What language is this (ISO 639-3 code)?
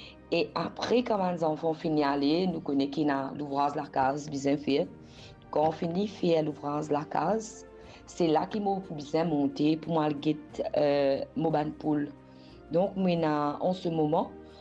mfe